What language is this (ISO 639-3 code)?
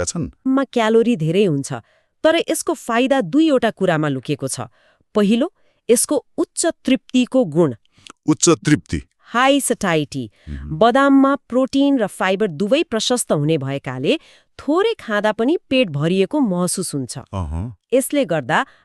nep